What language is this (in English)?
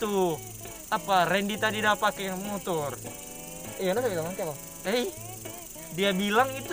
Manado Malay